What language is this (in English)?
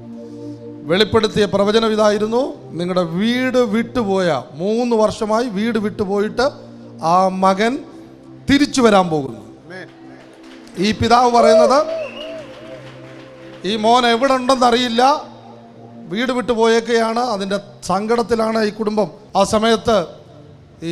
Malayalam